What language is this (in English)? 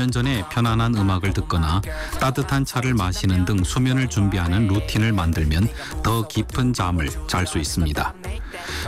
Korean